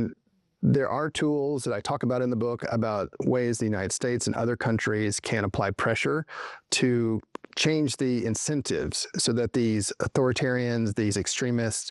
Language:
English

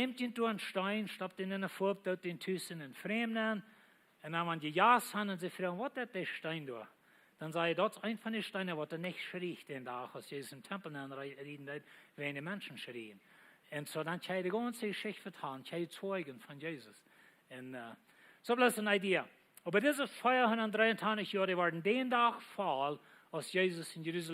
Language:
Plautdietsch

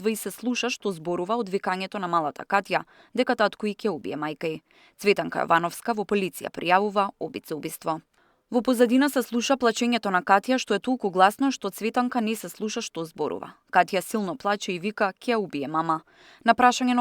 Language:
Macedonian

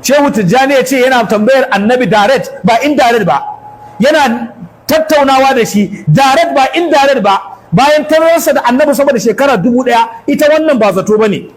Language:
Hausa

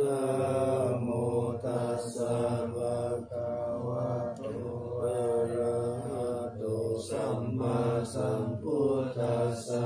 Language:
Pali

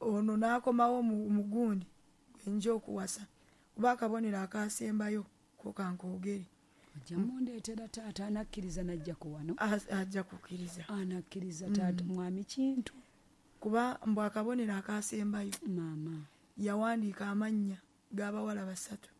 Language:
Ganda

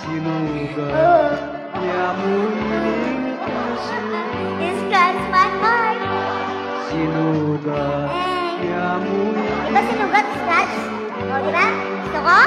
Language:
Pampanga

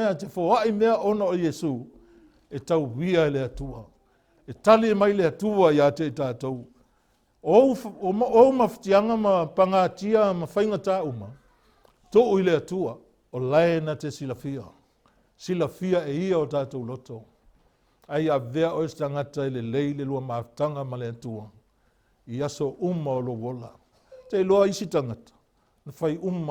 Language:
Samoan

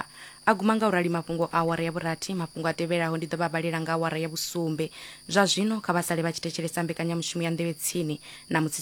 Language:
Venda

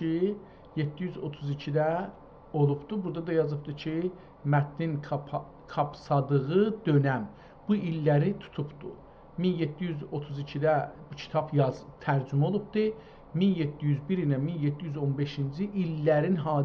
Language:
South Azerbaijani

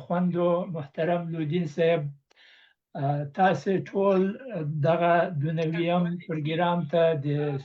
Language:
Pashto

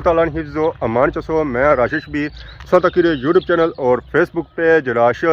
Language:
Pahari-Potwari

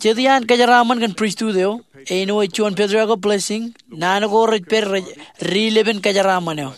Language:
Marshallese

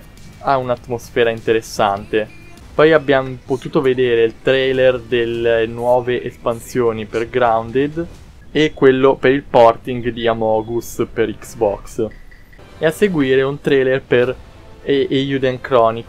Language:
Italian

